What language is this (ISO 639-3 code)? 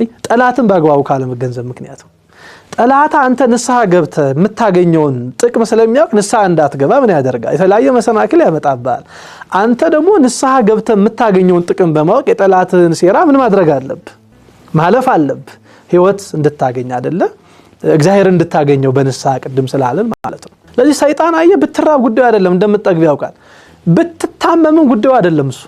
amh